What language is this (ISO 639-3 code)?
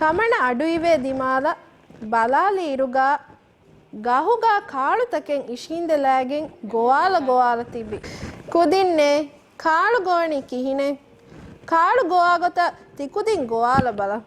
div